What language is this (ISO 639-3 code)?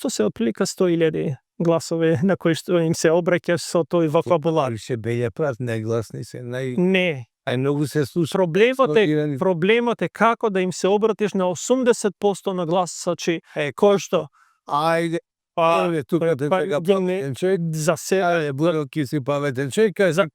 mkd